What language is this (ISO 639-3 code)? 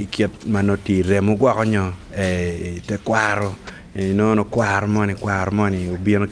ach